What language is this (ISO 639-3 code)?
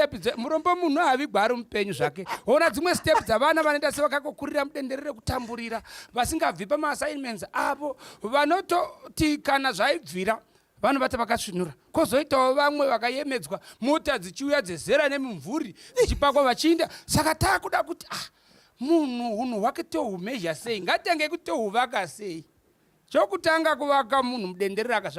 sna